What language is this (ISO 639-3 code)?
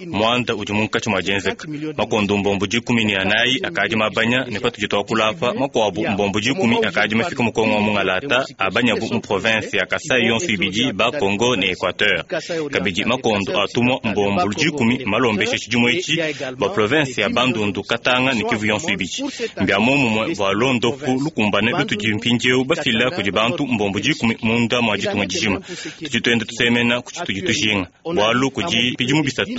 lua